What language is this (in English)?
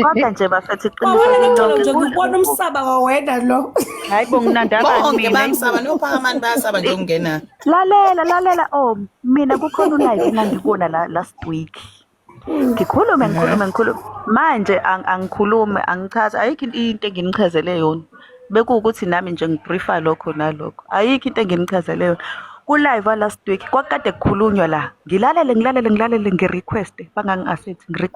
Zulu